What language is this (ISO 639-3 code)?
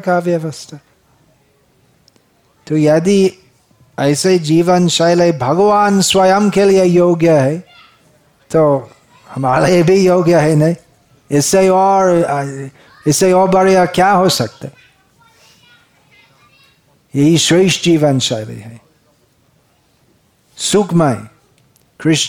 hin